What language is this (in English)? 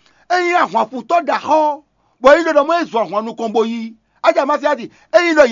Fon